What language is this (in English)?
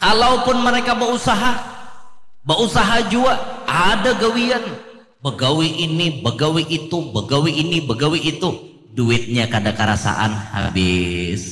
Banjar